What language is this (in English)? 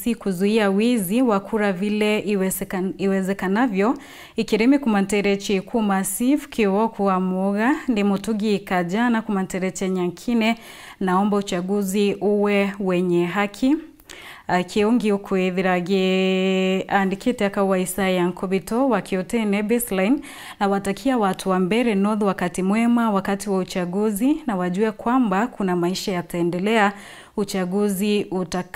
Meru